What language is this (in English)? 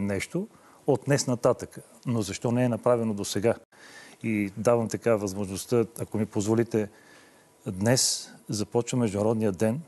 Bulgarian